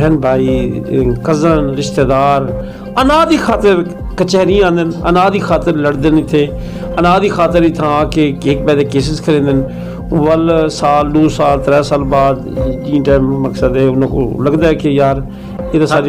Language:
Saraiki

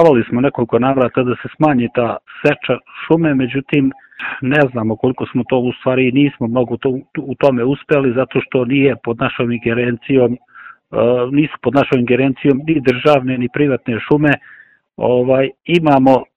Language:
Serbian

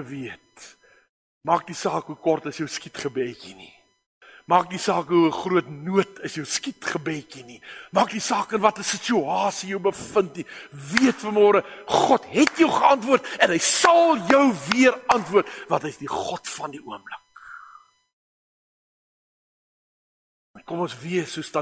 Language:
Afrikaans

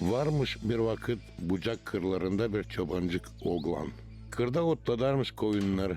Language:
Gagauz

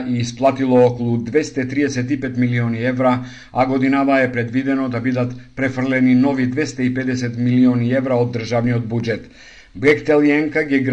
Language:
Macedonian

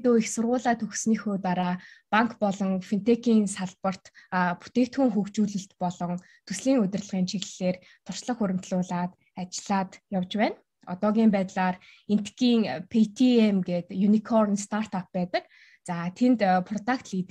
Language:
Mongolian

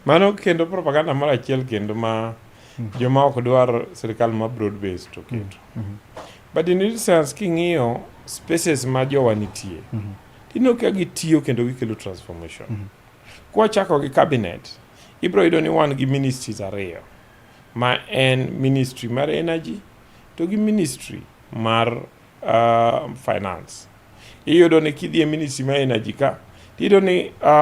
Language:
Luo (Kenya and Tanzania)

